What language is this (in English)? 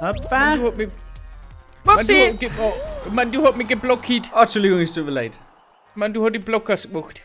Bavarian